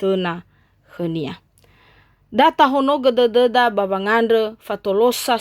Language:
Nias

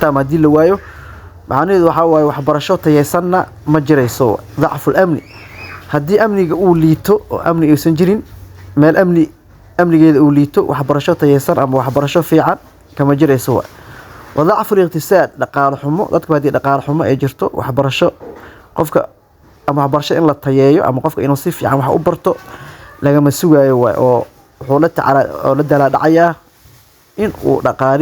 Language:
Somali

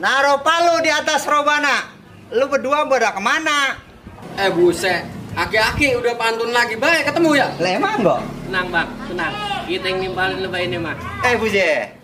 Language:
Betawi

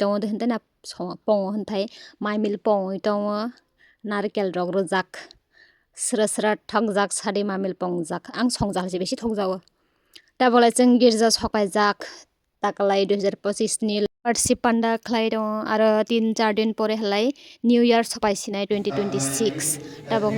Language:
Kok Borok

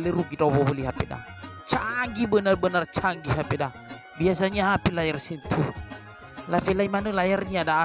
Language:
Nias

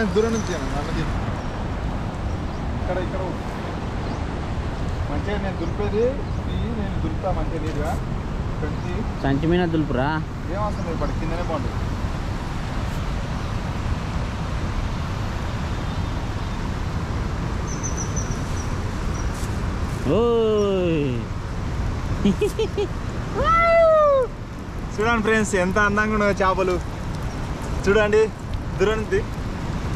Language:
Telugu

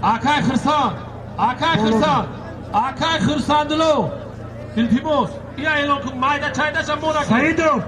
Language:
Tajik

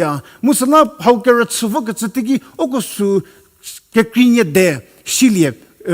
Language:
Angami Naga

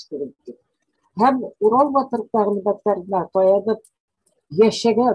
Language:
Bashkir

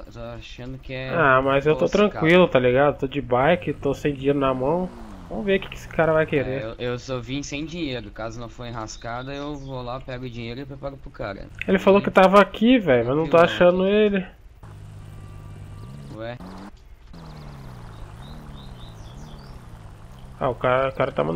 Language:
Portuguese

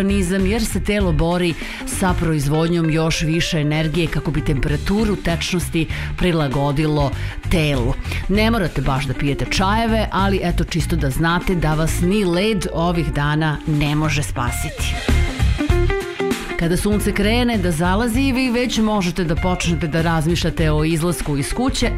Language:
Serbian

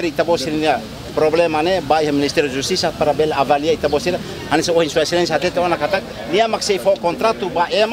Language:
Tetum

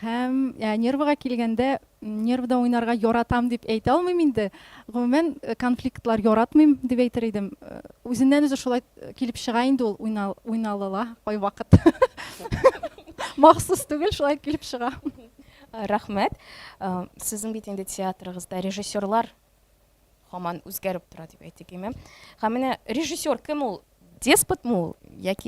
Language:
Tatar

